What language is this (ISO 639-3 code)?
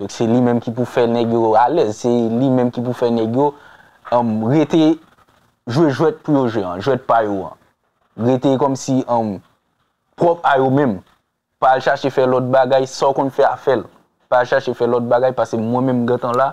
hat